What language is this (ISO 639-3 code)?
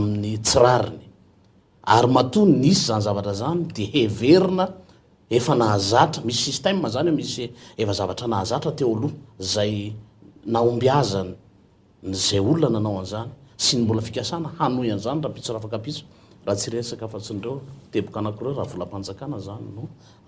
mlg